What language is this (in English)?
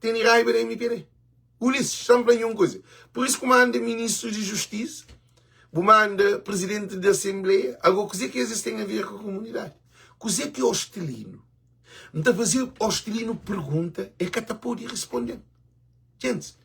Kabuverdianu